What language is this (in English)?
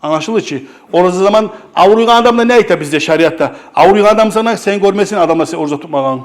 Kumyk